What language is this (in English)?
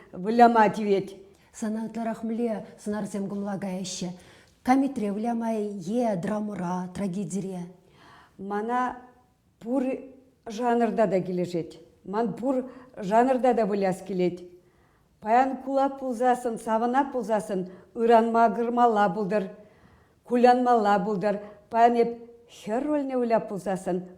Chuvash